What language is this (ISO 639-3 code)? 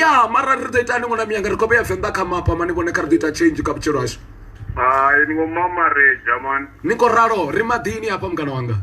ven